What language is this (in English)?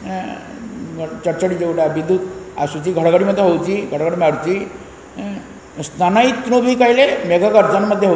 Odia